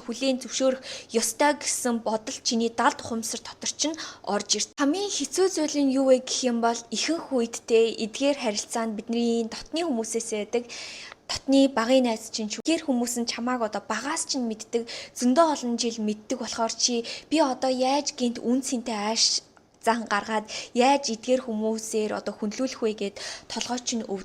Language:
Mongolian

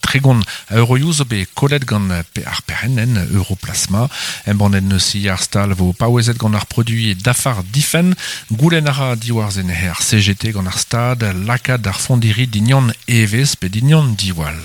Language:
Breton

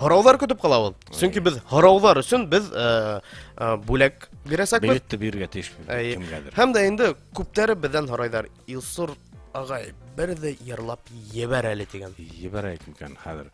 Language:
Bashkir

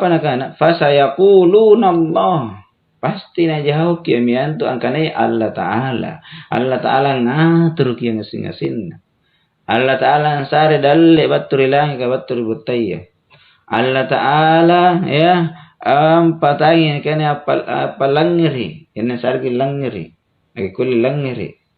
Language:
Makasar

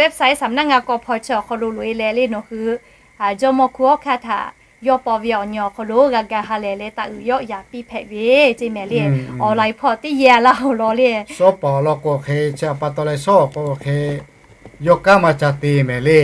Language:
Lahu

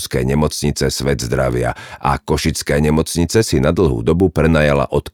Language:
Slovak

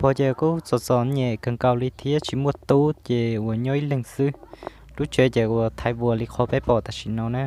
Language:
Hmong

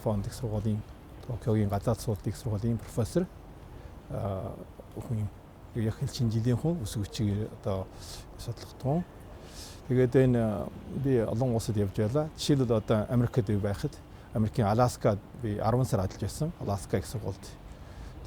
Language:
Mongolian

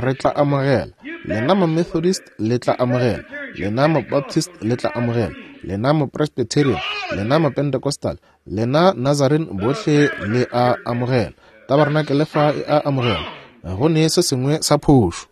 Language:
Northern Sotho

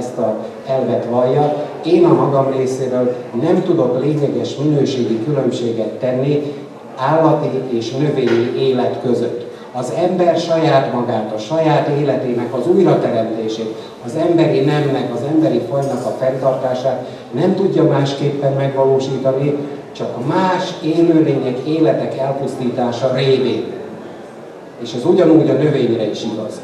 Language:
Hungarian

